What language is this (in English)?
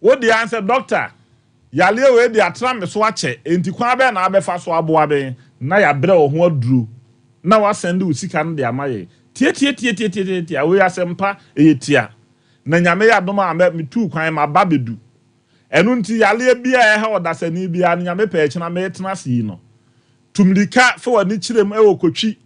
Akan